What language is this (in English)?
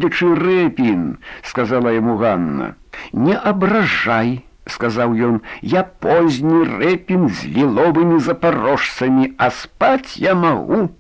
Belarusian